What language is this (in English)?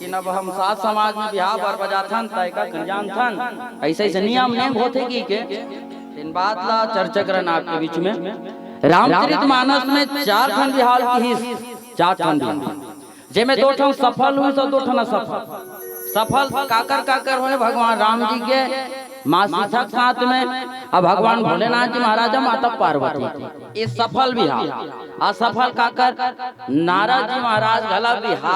Chhattisgarhi